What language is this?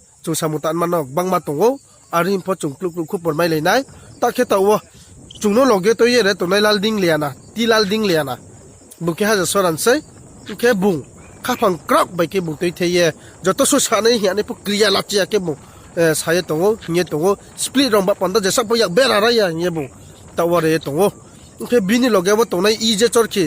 Riang (India)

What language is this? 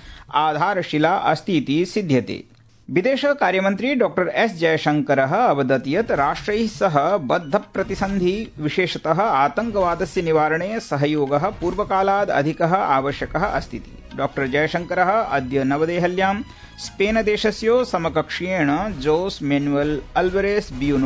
Sanskrit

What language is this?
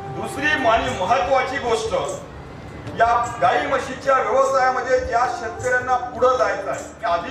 Marathi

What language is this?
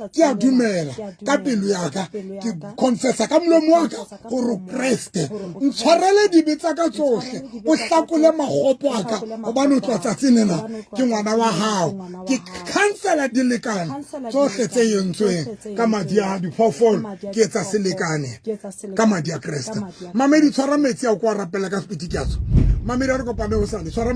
Southern Sotho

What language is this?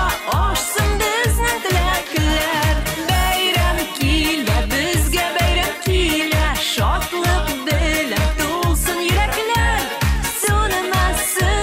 Tatar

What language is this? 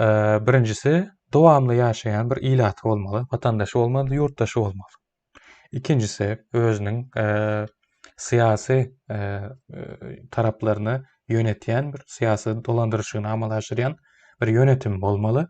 Turkmen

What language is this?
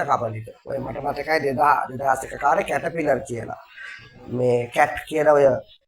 Sinhala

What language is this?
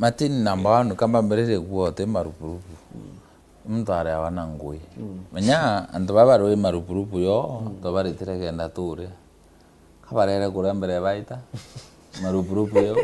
Meru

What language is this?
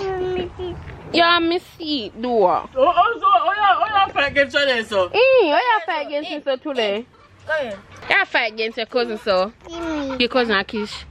Jamaican Creole English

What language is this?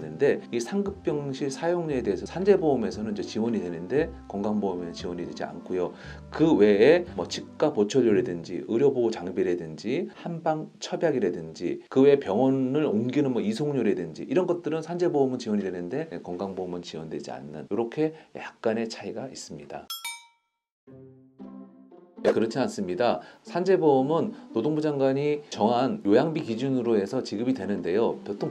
Korean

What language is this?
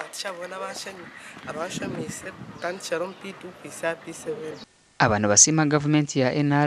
Nyankole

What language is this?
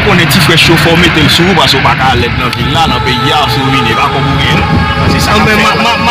Haitian Creole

